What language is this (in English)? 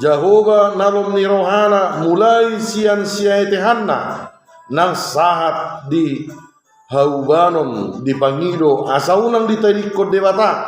Batak Toba